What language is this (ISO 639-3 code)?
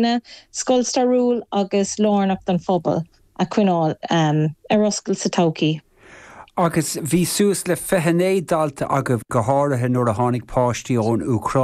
gle